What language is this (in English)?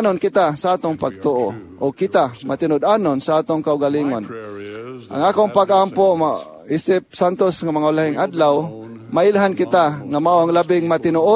Cebuano